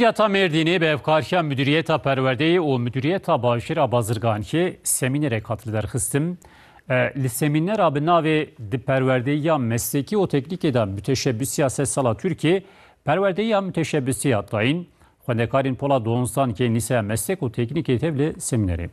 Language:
Kurdish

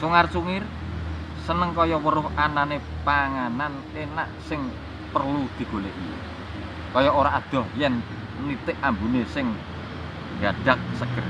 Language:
Javanese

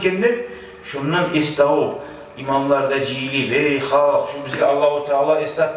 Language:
Kumyk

